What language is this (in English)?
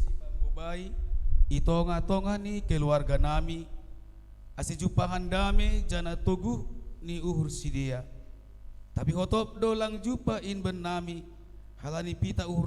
Batak Simalungun